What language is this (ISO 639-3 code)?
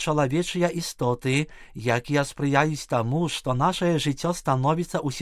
bel